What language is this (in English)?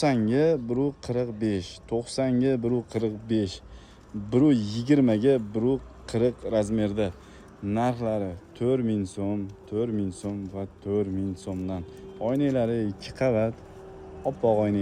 Uzbek